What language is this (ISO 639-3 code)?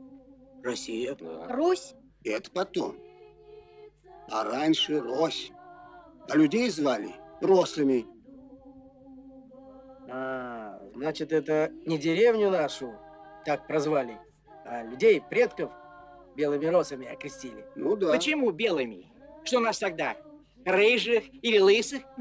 rus